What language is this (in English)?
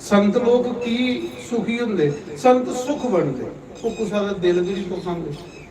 Dogri